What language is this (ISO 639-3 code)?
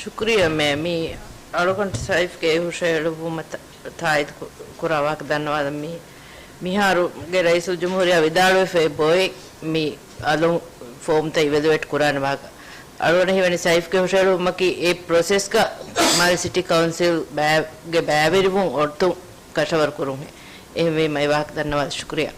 div